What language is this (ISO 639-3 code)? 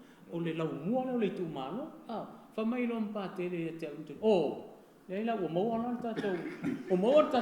smo